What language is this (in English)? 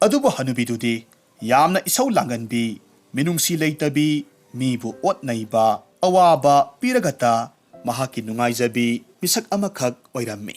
Manipuri